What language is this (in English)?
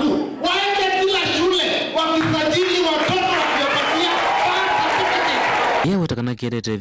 Kamba